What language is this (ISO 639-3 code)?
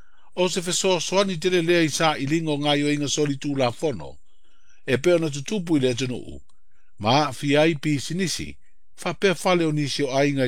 smo